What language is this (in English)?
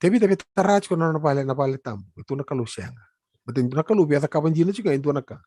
Fijian